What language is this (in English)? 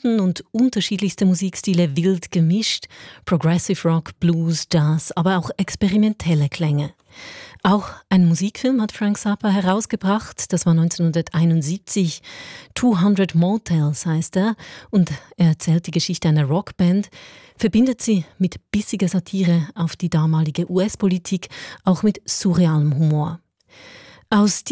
German